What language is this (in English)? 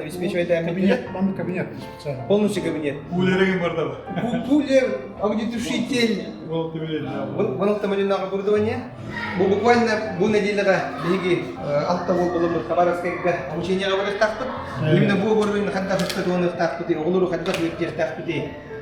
Yakut